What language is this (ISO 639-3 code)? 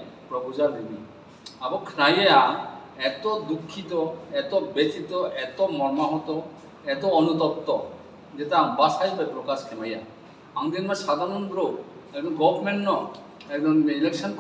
ria